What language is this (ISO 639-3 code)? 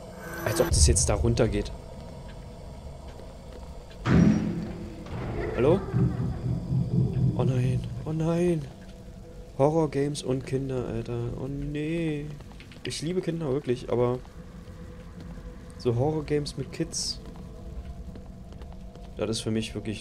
deu